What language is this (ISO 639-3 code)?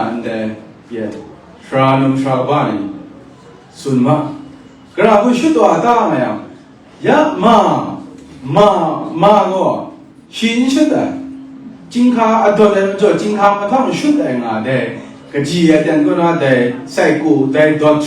kac